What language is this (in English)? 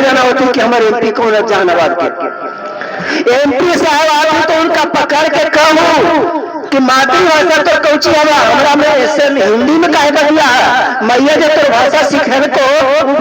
Magahi